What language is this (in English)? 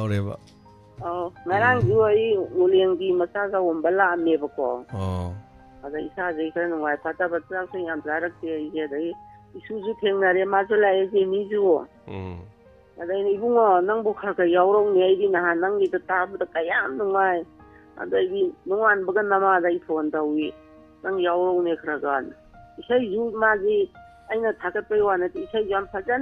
Manipuri